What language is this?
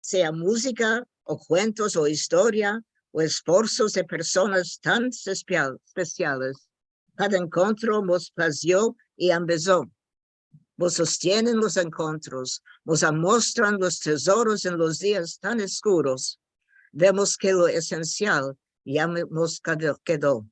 Ladino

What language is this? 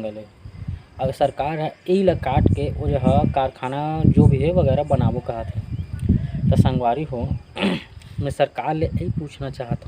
Chhattisgarhi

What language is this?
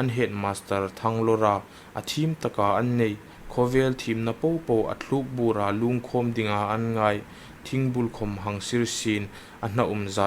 Hmar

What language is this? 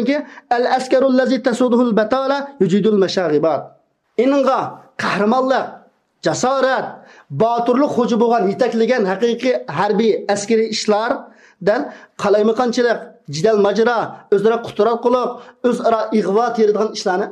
Uyghur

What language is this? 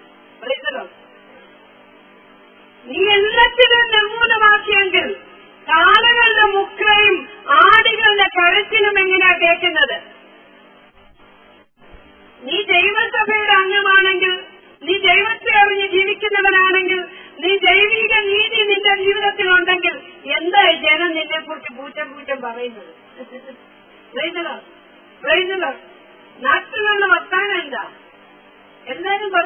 Malayalam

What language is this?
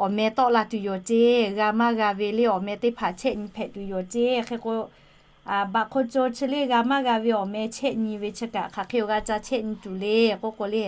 Lahu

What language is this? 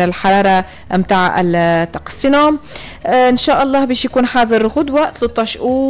Tunisian Arabic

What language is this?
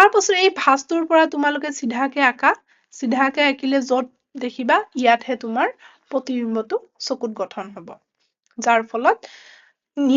Assamese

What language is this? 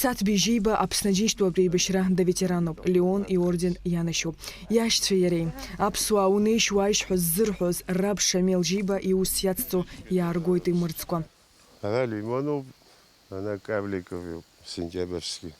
Abkhazian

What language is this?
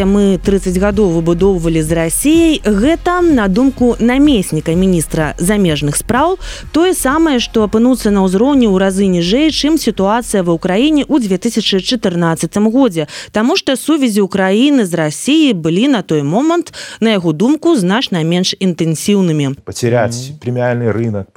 Belarusian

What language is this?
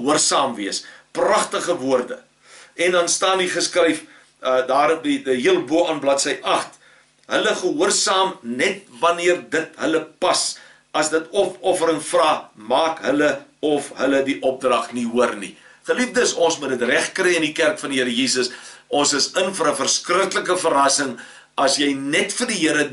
Afrikaans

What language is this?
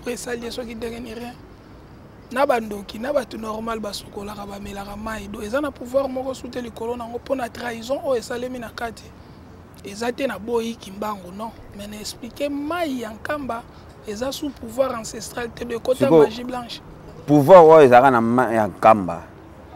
Lingala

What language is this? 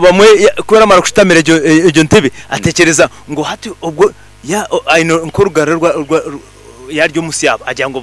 Nyankole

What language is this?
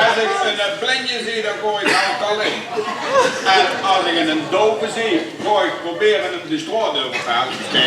Limburgish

